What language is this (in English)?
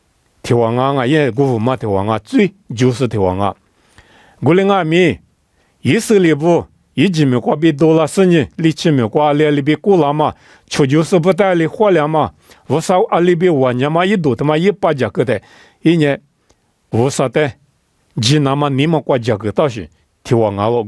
Lisu